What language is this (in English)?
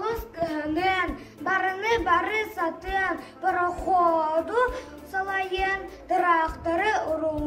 Yakut